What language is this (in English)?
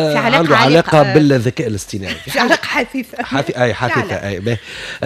Tunisian Arabic